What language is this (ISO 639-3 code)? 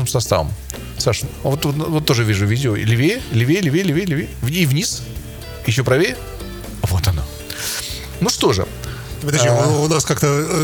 rus